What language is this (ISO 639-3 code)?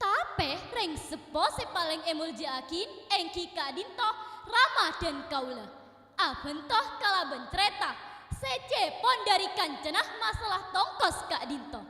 mad